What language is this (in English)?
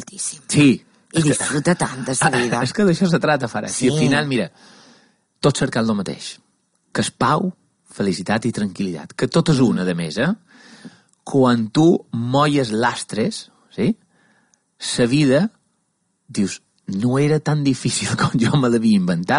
Catalan